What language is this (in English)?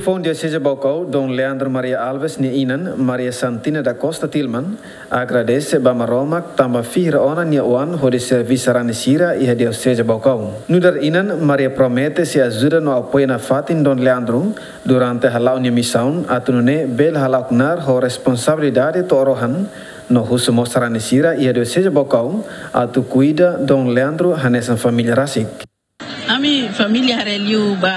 Tetum